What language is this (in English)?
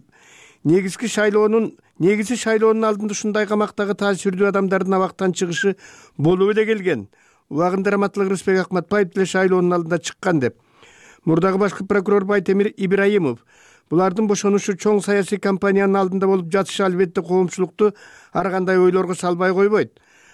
Kyrgyz